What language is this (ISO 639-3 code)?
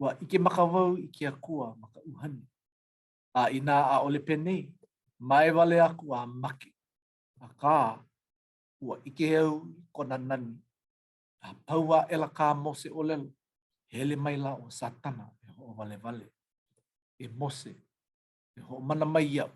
haw